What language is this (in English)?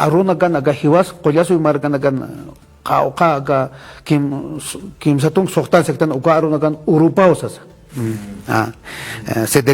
Aymara